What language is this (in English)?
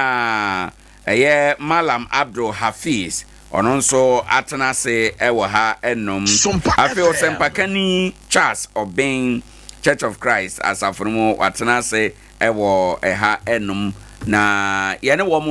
Akan